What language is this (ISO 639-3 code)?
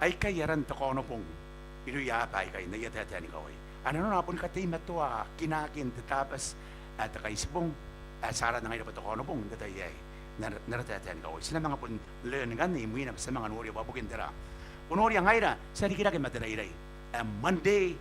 gil